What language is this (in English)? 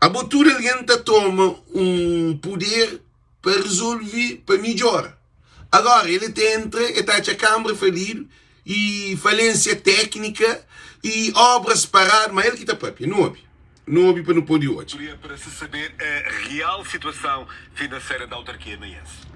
Kabuverdianu